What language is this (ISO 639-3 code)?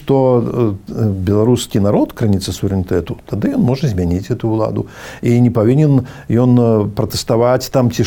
bel